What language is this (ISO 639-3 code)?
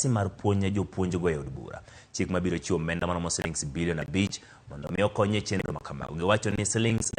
luo